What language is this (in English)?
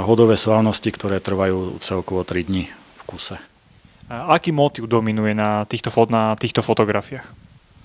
Slovak